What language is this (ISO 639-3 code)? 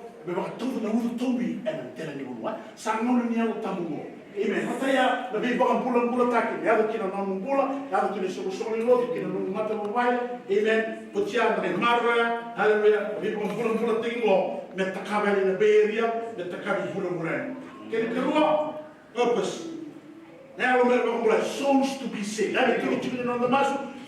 fij